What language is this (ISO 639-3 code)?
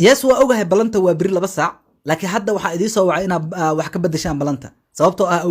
som